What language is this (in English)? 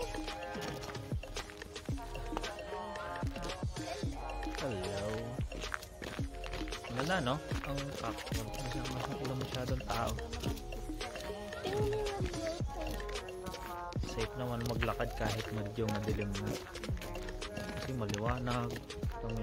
Filipino